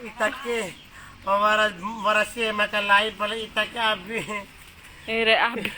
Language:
Bima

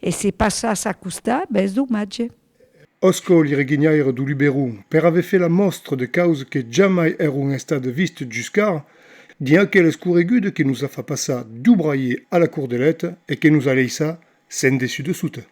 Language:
Occitan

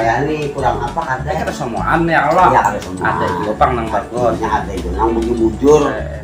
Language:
Banjar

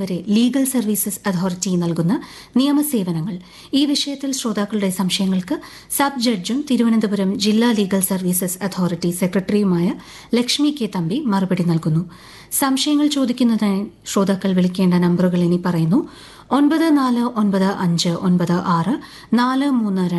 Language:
Malayalam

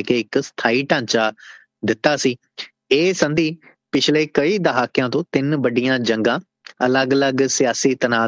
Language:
Punjabi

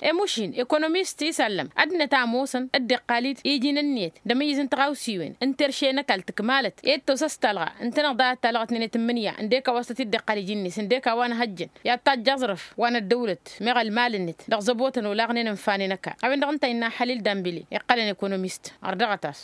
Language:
Tamasheq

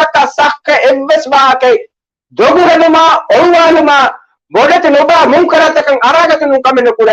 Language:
Divehi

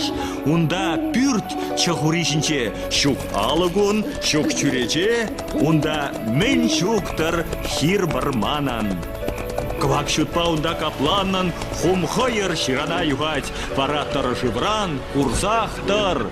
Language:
Chuvash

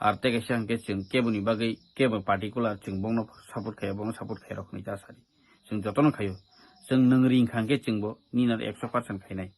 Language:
Kok Borok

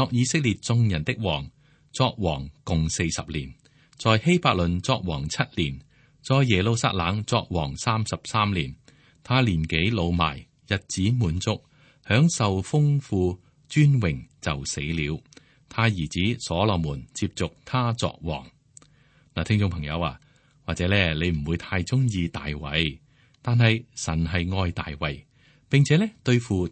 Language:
Cantonese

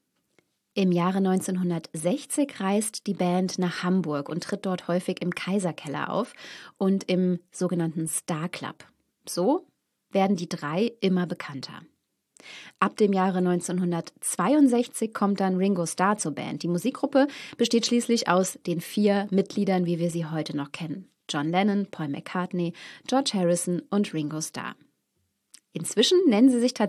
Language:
German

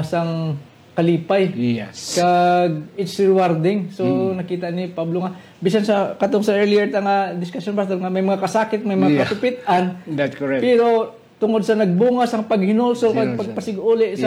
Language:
Hiligaynon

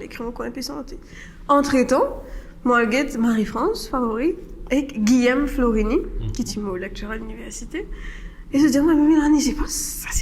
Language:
Morisyen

